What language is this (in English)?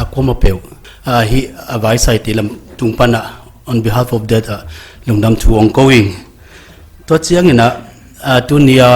Paite Chin